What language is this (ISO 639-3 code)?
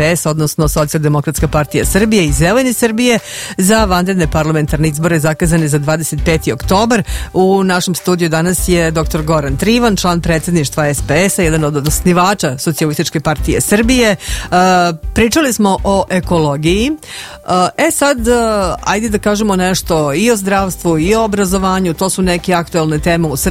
srp